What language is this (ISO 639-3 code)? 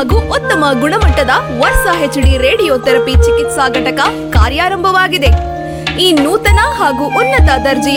kan